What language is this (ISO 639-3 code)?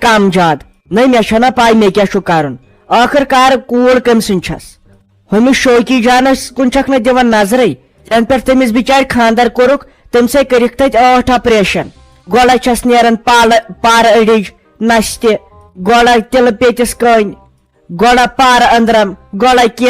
kas